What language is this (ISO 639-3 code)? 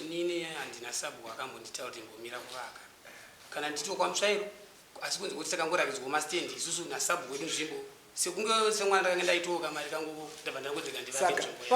sna